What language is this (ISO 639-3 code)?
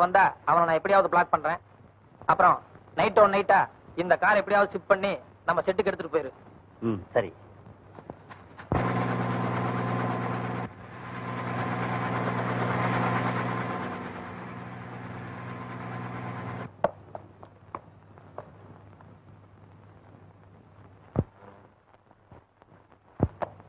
tam